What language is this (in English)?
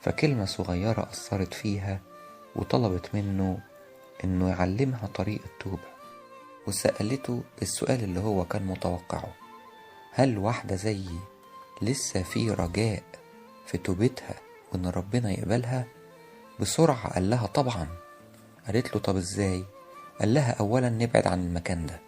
Egyptian Arabic